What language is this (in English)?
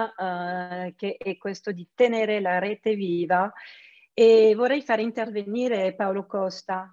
Italian